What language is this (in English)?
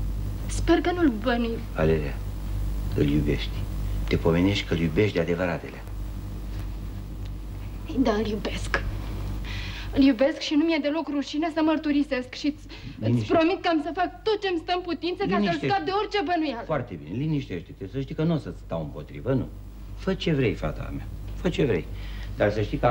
Romanian